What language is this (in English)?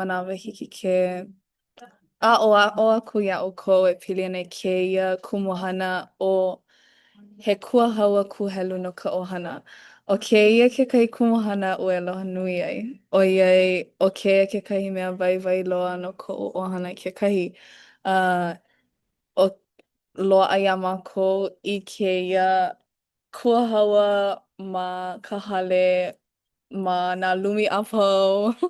Hawaiian